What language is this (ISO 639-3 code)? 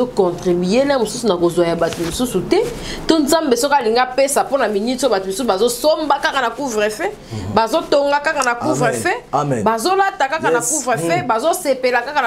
lin